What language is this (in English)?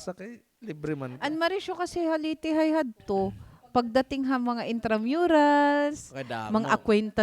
Waray